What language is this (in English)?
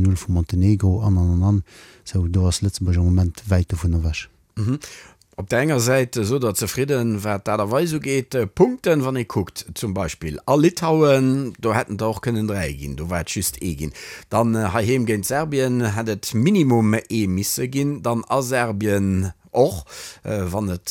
Luxembourgish